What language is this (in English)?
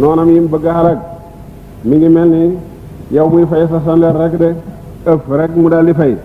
Wolof